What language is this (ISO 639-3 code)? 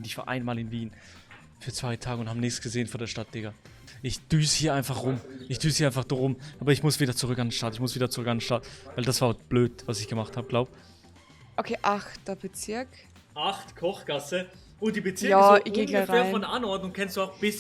gsw